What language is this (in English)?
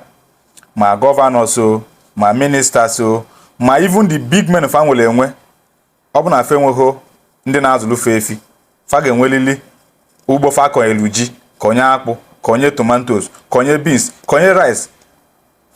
Igbo